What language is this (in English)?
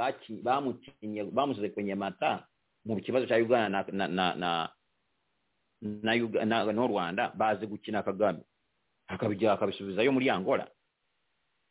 Kinyarwanda